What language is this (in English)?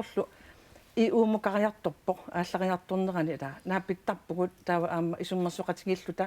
Kalaallisut